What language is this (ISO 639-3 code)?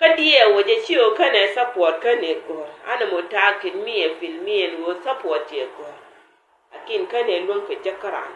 nus